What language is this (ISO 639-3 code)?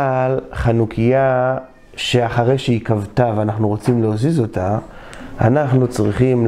heb